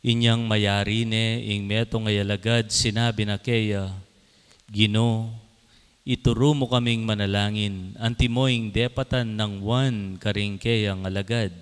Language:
Pampanga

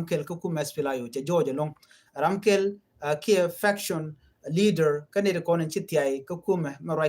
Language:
Nuer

